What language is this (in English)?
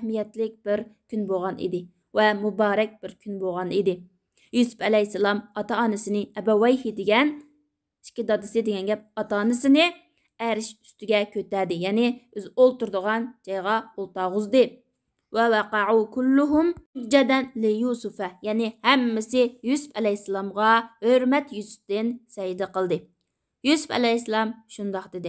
Uyghur